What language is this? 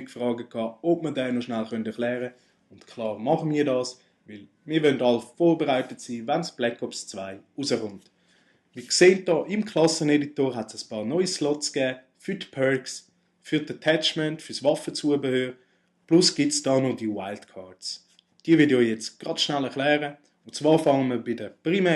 Swiss German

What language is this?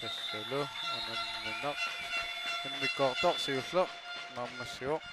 Kalaallisut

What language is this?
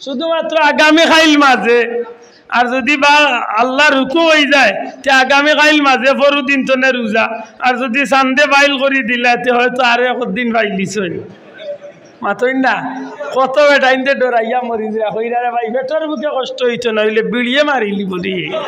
Sylheti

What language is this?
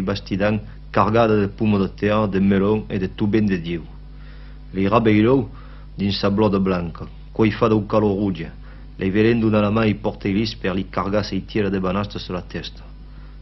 Occitan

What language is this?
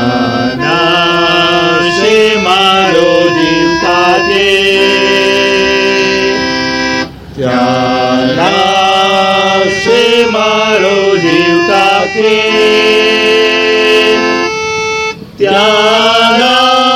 Gujarati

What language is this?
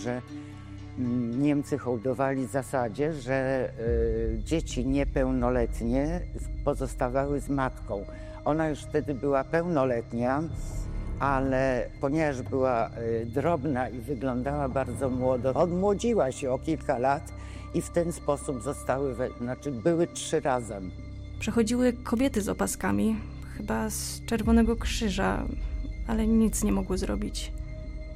Polish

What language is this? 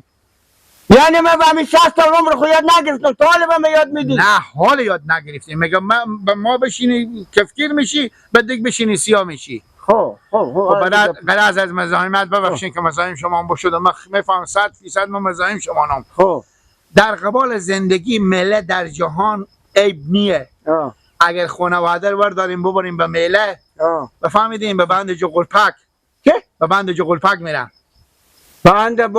Persian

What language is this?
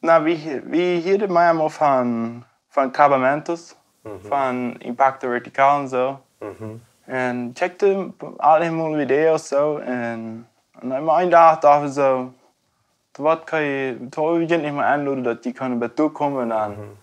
Plautdietsch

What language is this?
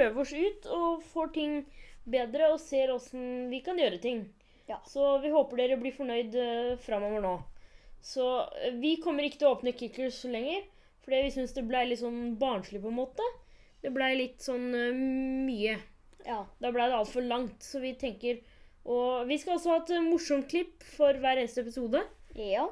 Norwegian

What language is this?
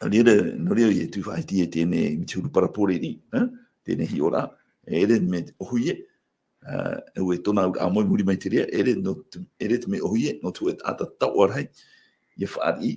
Tahitian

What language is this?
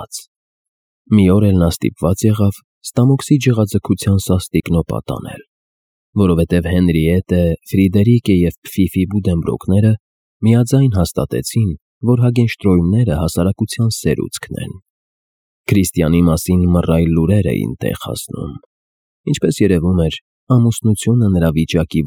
Armenian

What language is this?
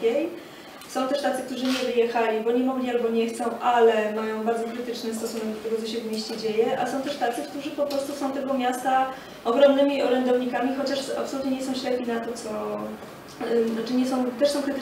Polish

